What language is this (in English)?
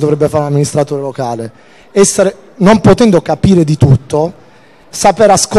Italian